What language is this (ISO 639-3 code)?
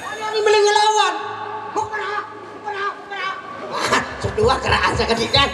sas